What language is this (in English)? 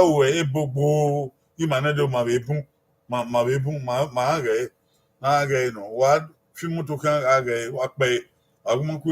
Bini